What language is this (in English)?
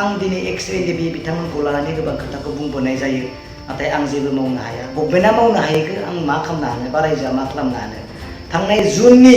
Bodo